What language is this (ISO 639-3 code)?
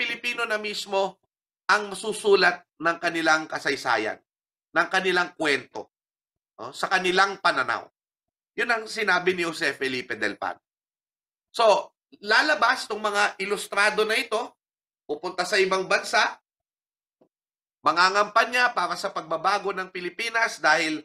fil